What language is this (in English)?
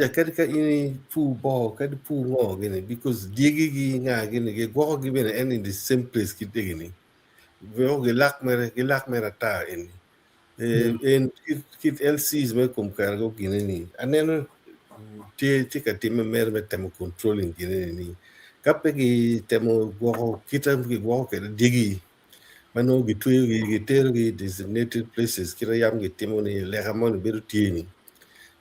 Acoli